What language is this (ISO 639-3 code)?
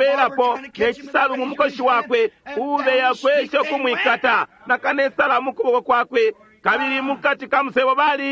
bem